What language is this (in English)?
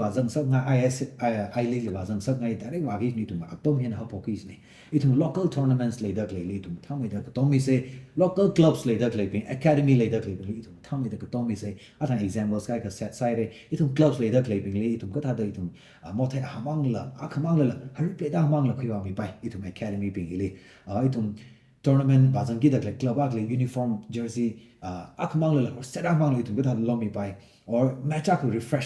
Tangkhul Naga (India)